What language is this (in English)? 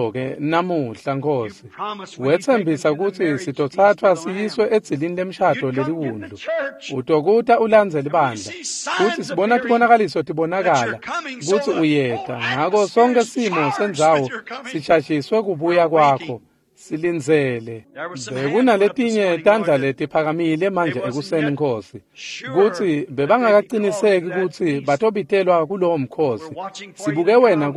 Swati